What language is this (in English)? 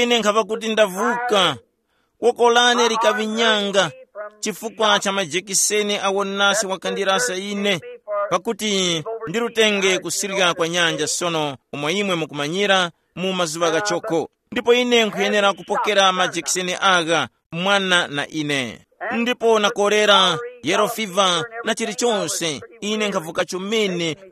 Tumbuka